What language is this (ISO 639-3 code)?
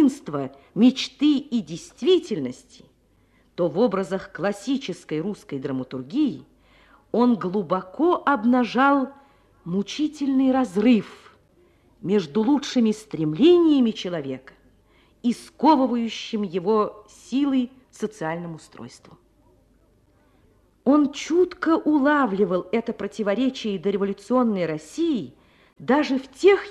rus